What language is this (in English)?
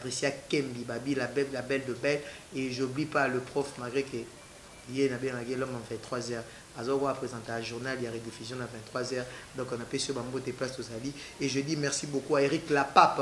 Lingala